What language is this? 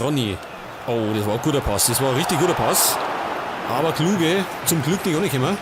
Bavarian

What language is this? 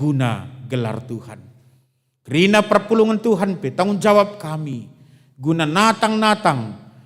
Batak Karo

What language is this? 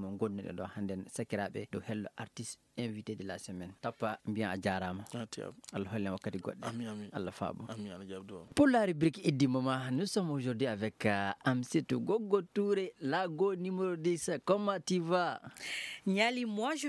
Fula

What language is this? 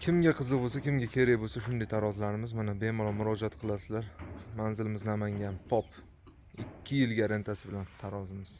Uzbek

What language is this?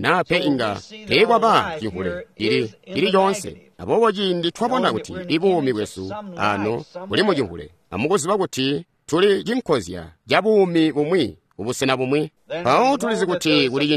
Tonga (Zambia)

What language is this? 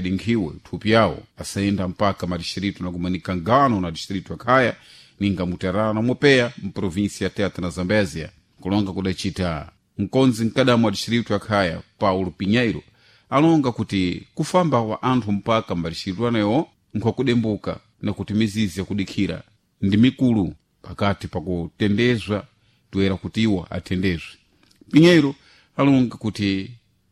Sena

